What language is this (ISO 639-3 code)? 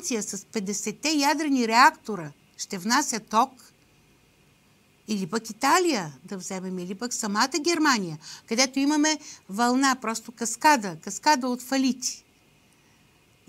bul